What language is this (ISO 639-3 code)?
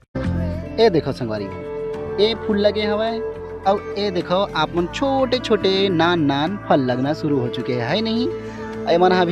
hne